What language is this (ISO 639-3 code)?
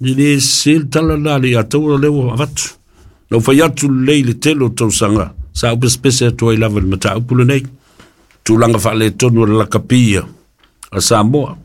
smo